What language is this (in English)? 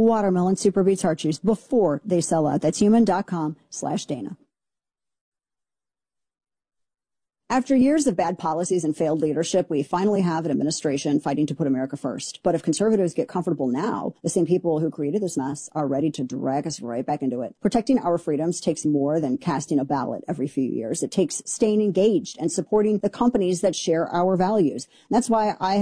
English